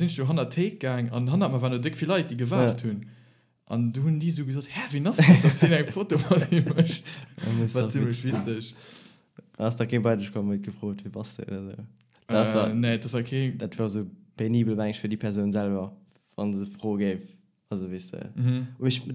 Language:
Luxembourgish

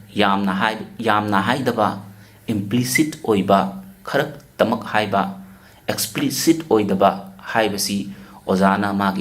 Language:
Manipuri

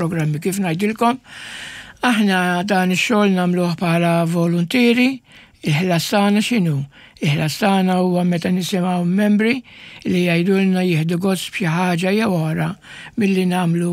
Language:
Maltese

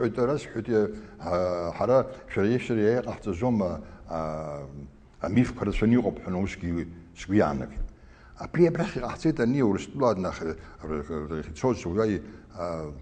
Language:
Abkhazian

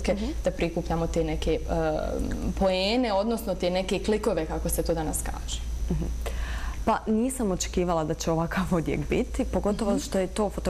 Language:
Bosnian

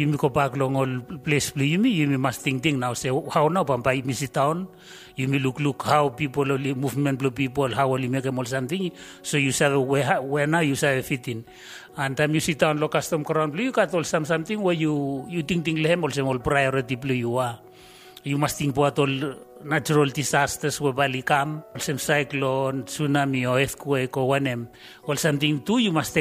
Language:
Bislama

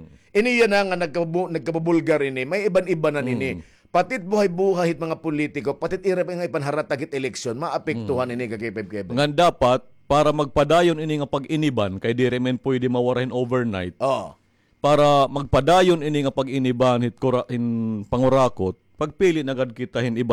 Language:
Waray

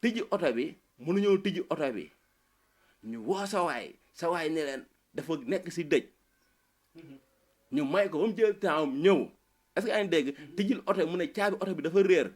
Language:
Wolof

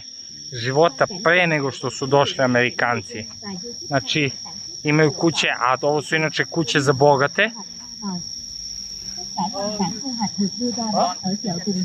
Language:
Serbian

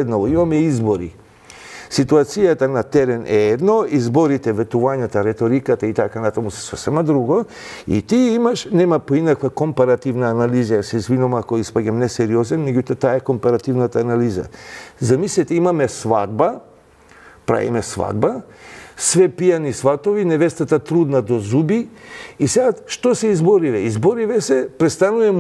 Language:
Macedonian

